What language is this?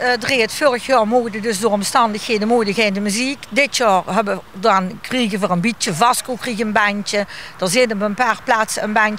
Limburgish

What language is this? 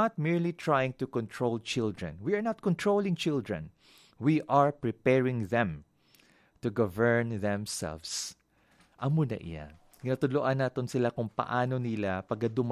Hiligaynon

